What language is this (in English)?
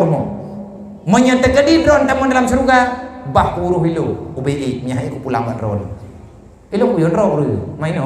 Achinese